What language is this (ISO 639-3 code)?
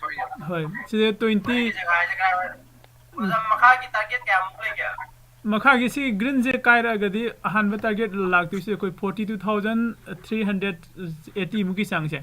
mni